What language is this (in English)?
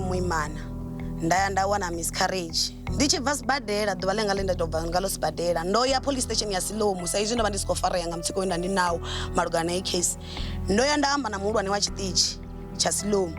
Venda